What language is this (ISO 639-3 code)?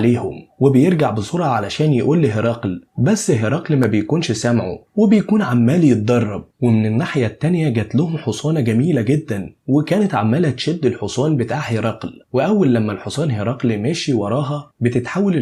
arz